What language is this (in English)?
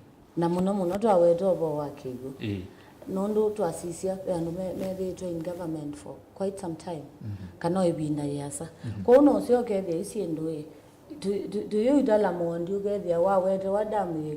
Kamba